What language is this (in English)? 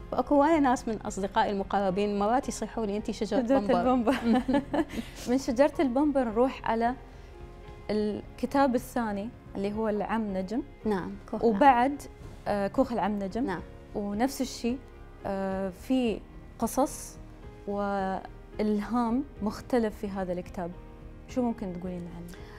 Mesopotamian Arabic